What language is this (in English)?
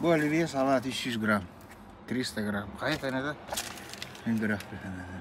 Yakut